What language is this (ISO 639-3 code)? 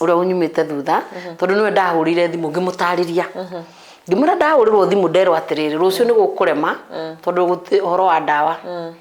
kik